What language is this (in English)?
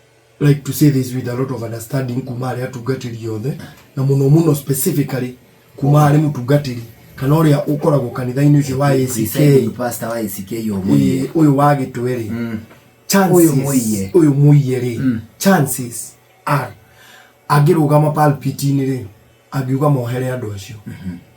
Kikuyu